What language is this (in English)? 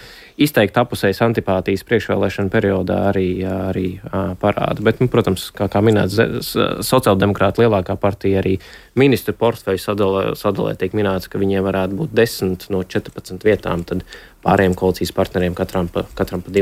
Latvian